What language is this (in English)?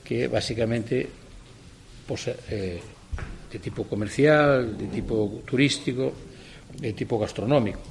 Galician